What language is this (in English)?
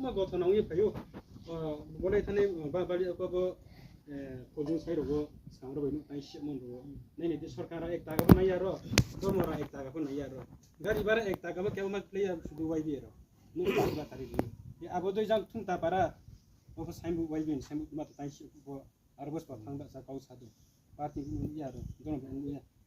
Riang (India)